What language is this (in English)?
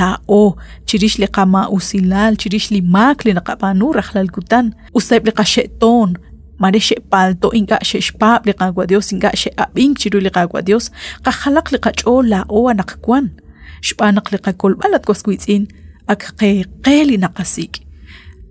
Kekchí